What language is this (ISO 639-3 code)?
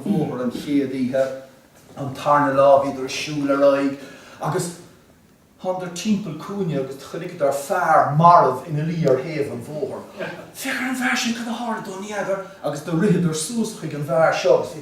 gle